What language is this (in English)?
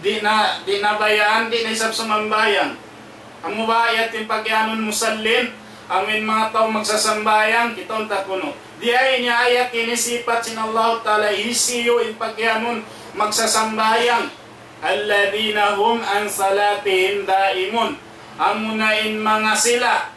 Tausug